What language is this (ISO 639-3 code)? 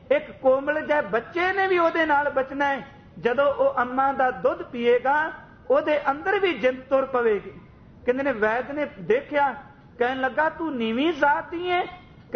pan